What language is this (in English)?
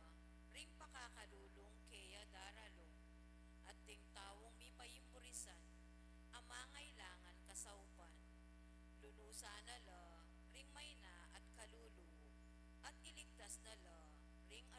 Pampanga